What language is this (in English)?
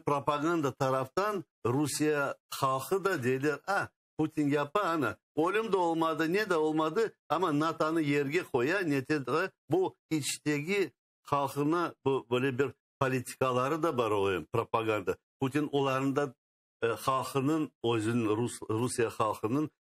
Crimean Tatar